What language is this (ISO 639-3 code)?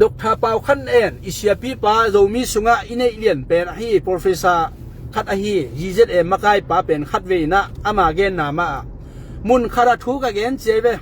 ctd